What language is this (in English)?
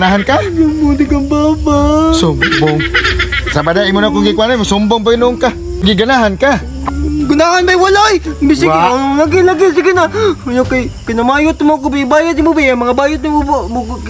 Cebuano